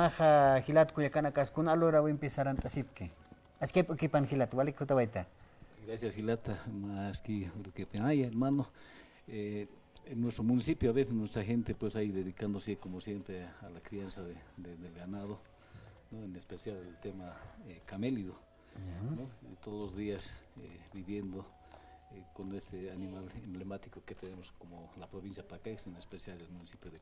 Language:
Aymara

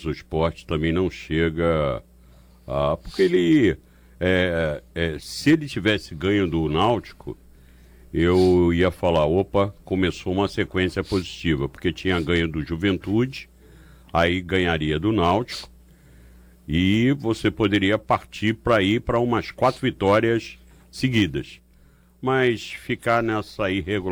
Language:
Portuguese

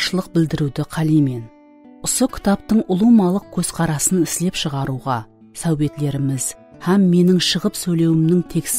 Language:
Kara-Kalpak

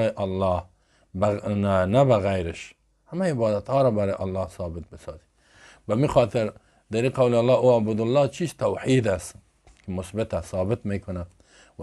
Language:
Persian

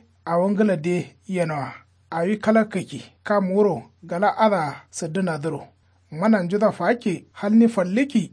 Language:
Kanuri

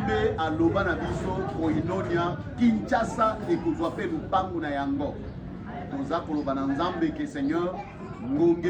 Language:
Lingala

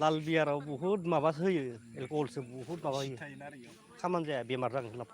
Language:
Bodo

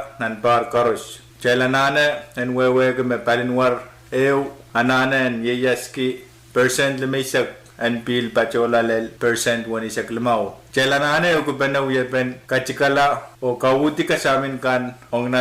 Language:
Pohnpeian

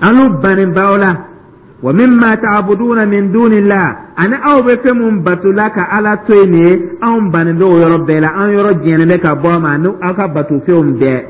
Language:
Dyula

